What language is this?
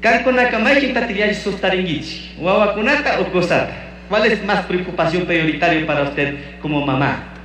Chimborazo Highland Quichua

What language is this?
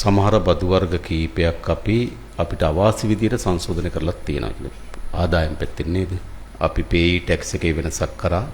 Sinhala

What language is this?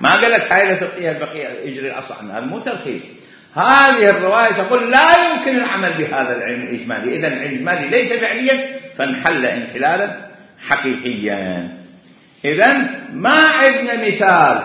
Mesopotamian Arabic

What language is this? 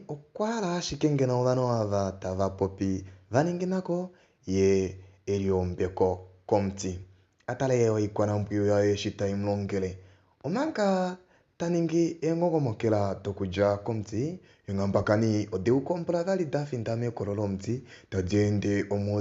Kuanyama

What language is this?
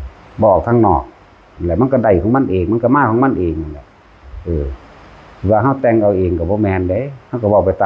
Northeastern Thai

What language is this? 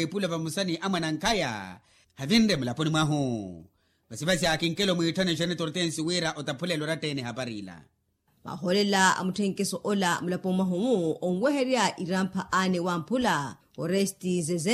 Makhuwa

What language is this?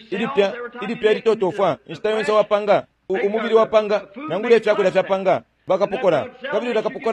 Bemba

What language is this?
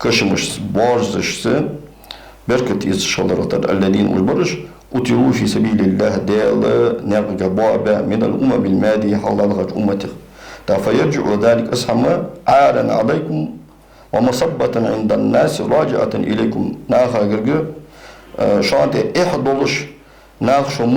Ingush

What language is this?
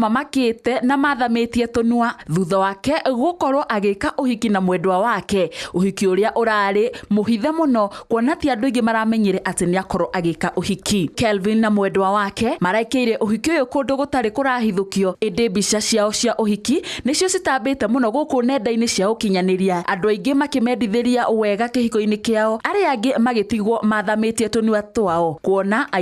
Kikuyu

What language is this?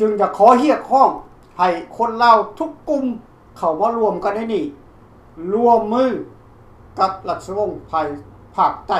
Lao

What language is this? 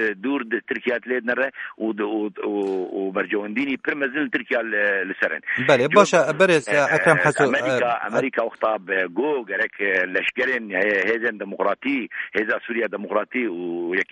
Kurdish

